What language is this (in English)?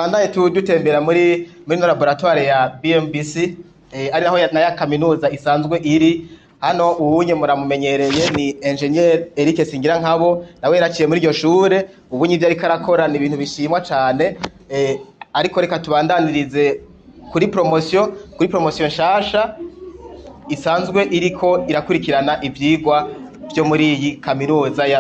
Rundi